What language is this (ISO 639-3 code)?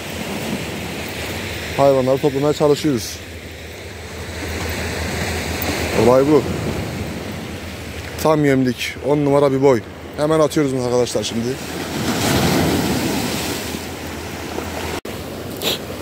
tur